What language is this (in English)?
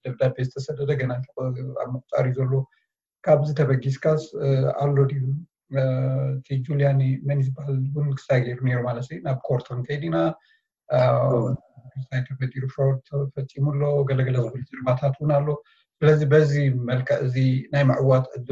Tigrinya